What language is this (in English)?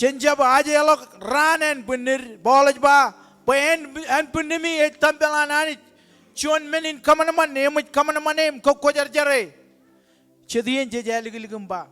Marshallese